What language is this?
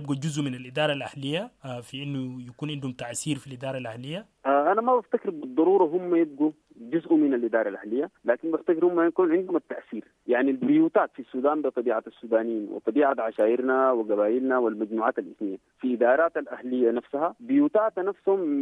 Sudanese Arabic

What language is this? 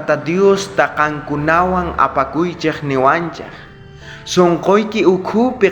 South Bolivian Quechua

